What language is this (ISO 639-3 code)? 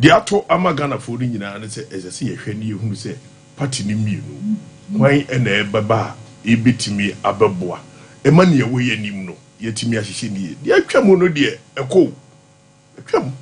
aka